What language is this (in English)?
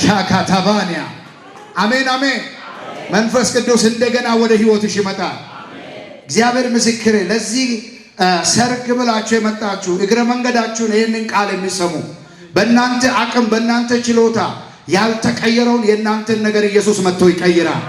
Amharic